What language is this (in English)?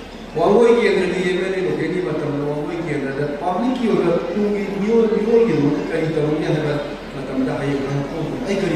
Manipuri